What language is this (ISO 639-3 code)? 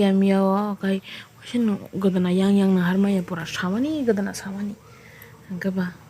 trp